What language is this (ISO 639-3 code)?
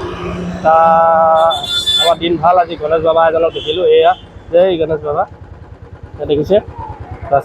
asm